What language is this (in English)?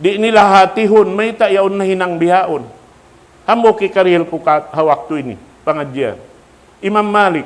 Tausug